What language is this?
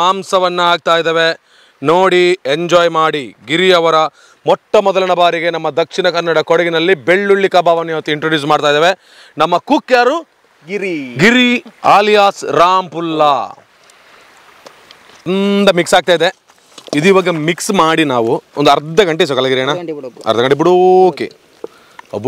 Kannada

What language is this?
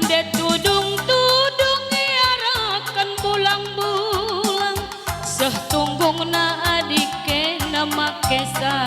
Batak Karo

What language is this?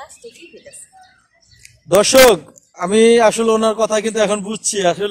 Bangla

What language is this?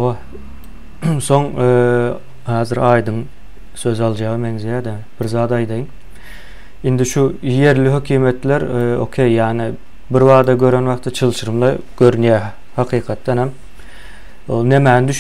Turkmen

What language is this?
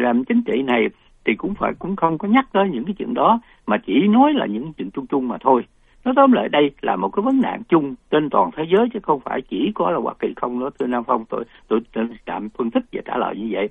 Vietnamese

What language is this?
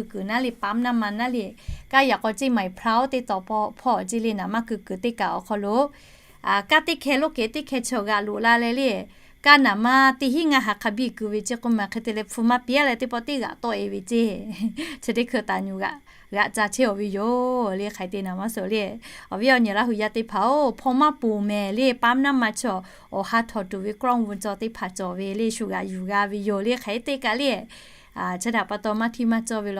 Lahu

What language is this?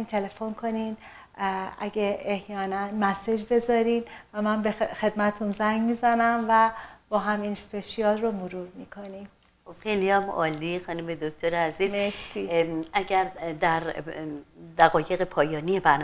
Persian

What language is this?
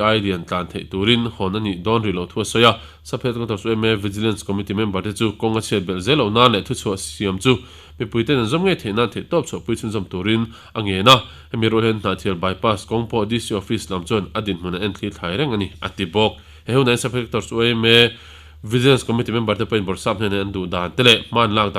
Mizo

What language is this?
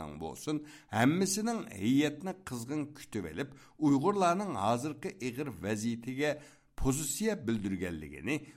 Uyghur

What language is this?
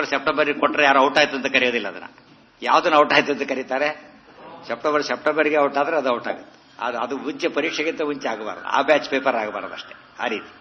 Kannada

